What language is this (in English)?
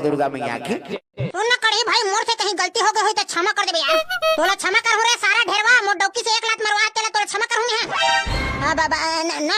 Chhattisgarhi